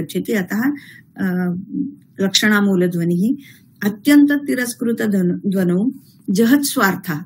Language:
Sanskrit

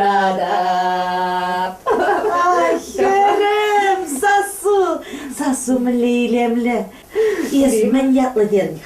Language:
Chuvash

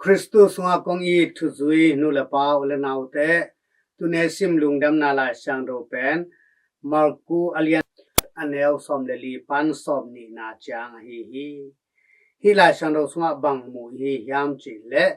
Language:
Tedim Chin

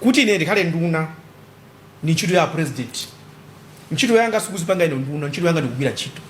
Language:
Nyanja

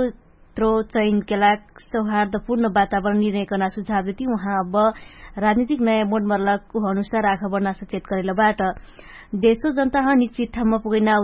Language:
Dangaura Tharu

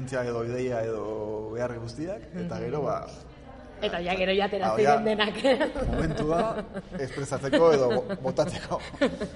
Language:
Basque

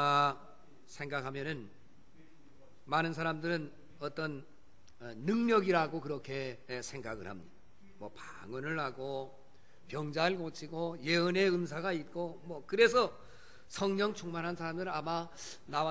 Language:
Korean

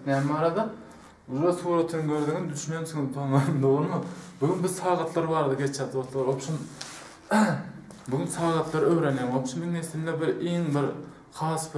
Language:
Turkmen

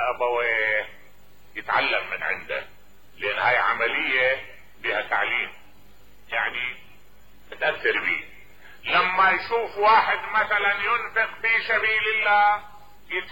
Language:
Mesopotamian Arabic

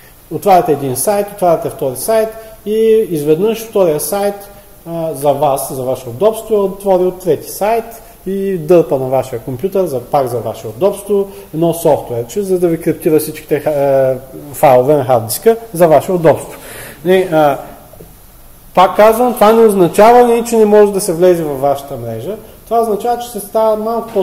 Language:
Bulgarian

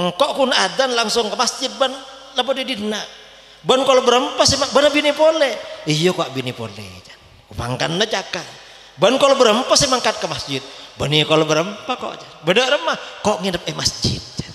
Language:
Madurese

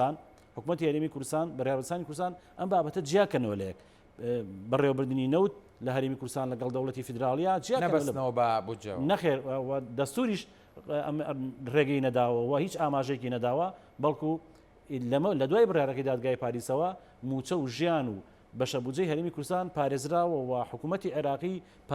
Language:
Central Kurdish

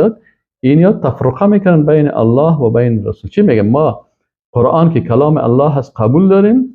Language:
Persian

